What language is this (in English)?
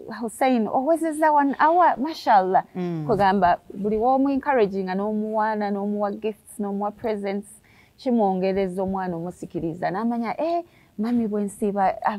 Ganda